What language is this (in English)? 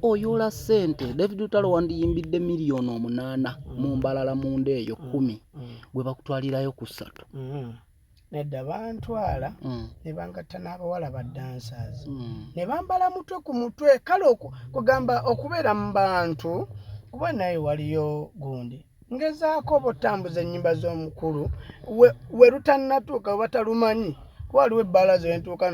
Ganda